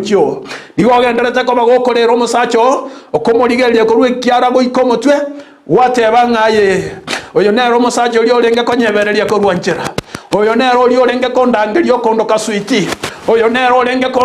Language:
Gusii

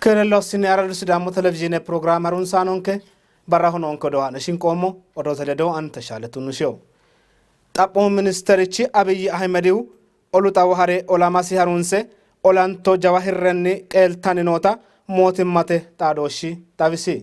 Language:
Sidamo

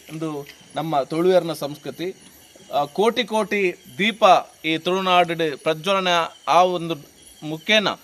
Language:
Tulu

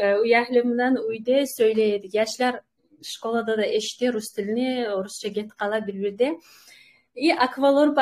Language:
Kumyk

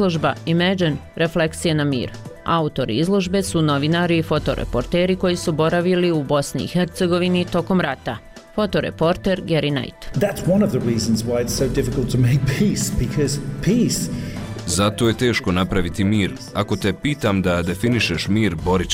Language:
Bosnian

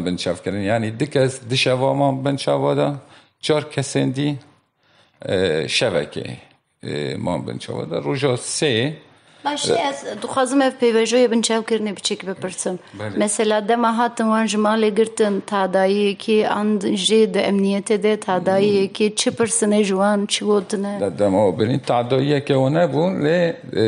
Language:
Kurdish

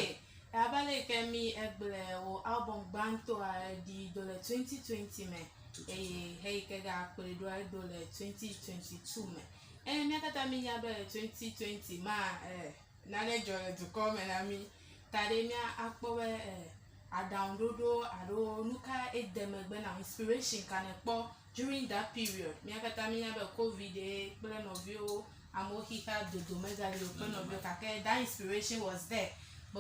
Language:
Ewe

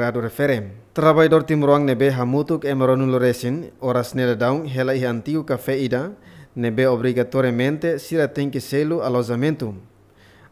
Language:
Tetum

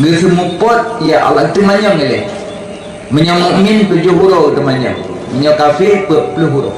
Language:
Achinese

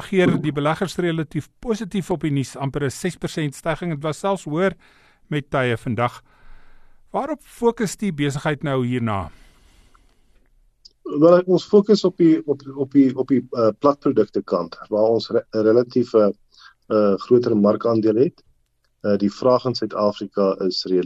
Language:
Afrikaans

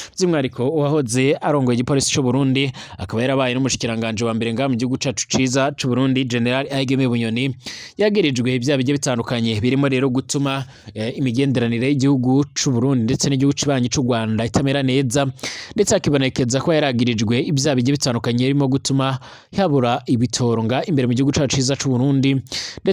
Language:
Rundi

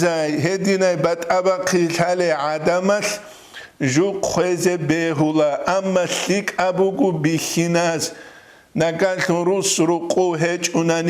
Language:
Avaric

